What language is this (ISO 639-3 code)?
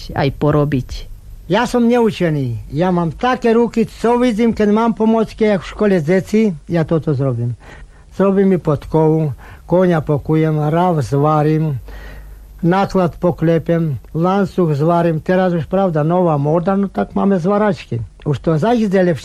slk